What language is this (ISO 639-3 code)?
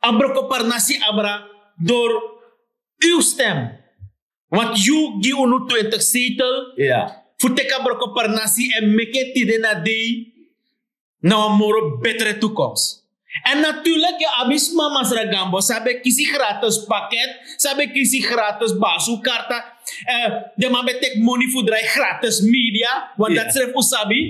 srn